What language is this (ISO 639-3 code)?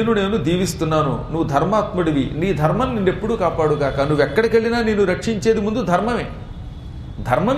tel